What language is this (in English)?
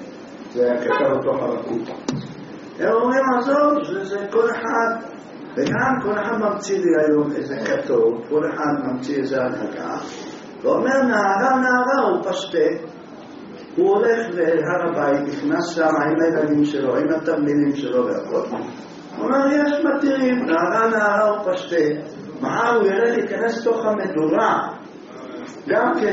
Hebrew